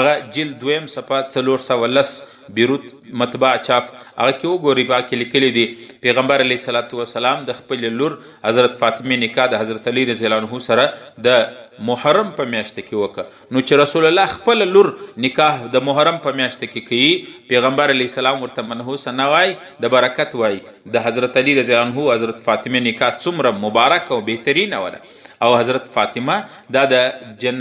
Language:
Pashto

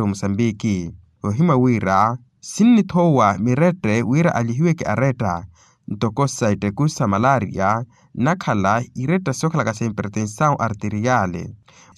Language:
Makhuwa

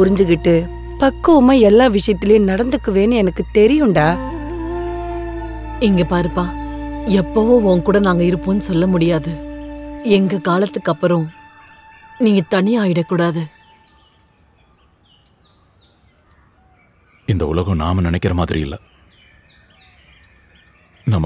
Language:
Tamil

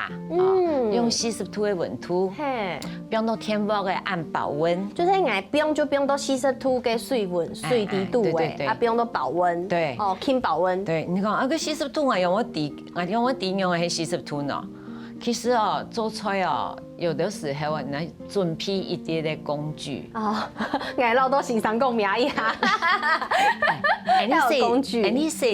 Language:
Hakka Chinese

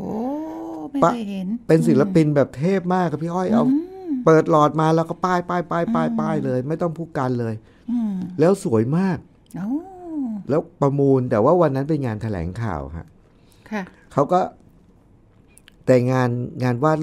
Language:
Thai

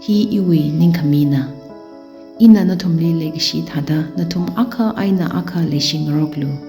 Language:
Tangkhul Naga (India)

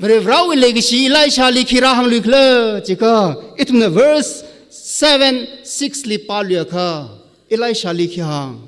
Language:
Tangkhul Naga (India)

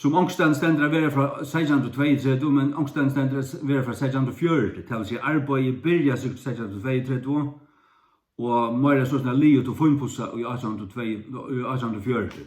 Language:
Faroese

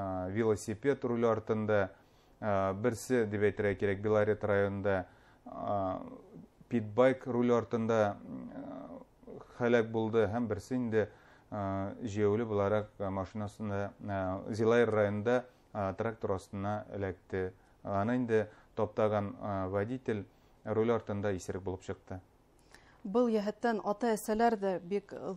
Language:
Bashkir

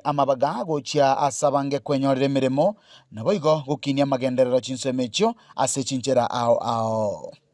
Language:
Gusii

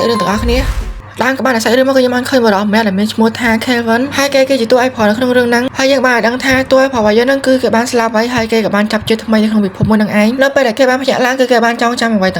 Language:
Khmer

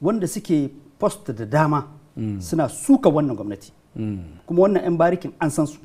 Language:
Hausa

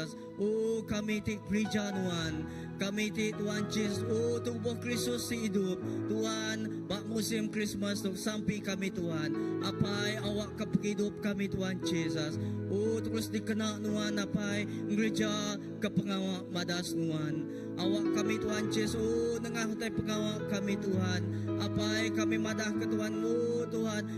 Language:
Iban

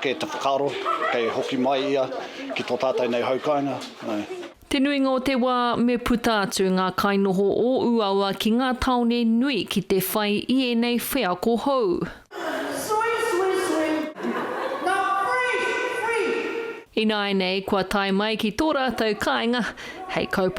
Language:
Māori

